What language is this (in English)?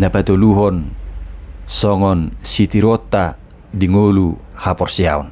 Batak Toba